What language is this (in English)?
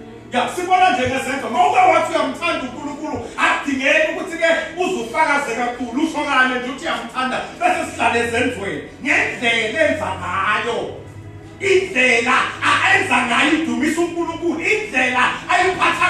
Zulu